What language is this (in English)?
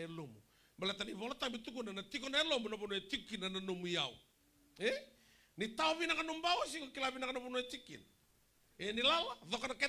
Fijian